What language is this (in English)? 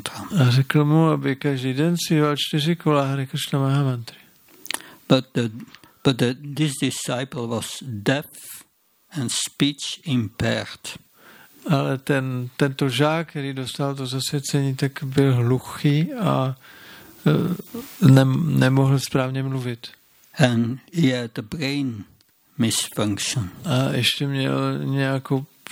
Czech